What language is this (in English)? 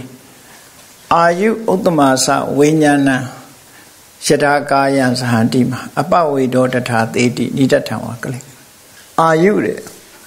Burmese